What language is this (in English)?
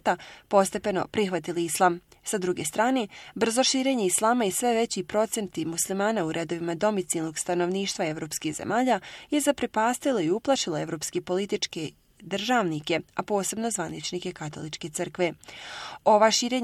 Bosnian